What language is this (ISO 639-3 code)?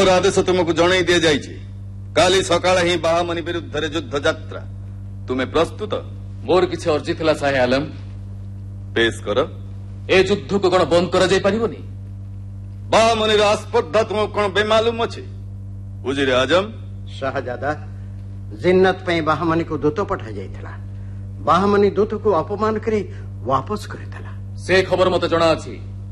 ori